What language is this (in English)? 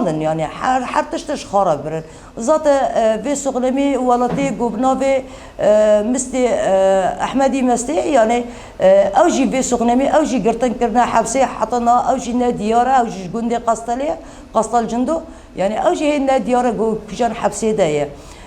Kurdish